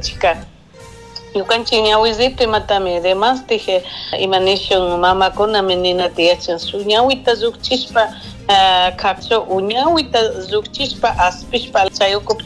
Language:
Chimborazo Highland Quichua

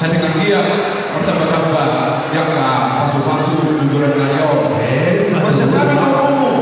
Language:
Batak Toba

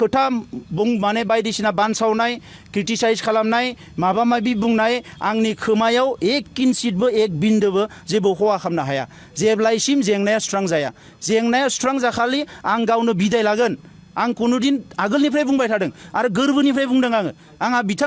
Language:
Bodo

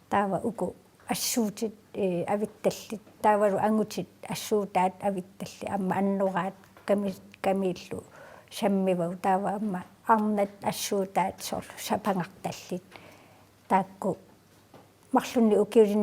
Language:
Kalaallisut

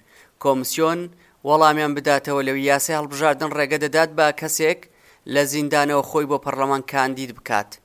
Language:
Central Kurdish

